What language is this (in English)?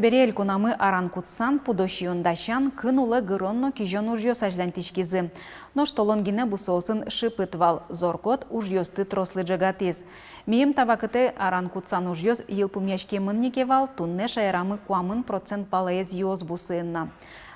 Udmurt